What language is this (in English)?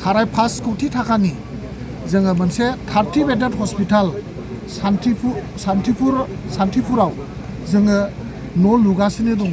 Bodo